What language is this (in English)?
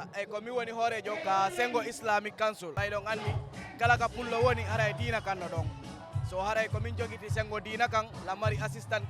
Fula